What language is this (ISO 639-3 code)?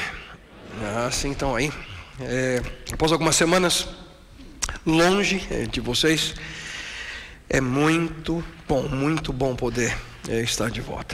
por